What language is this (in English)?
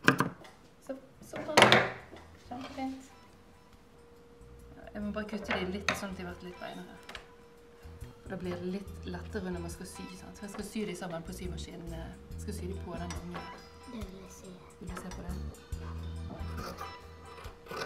Norwegian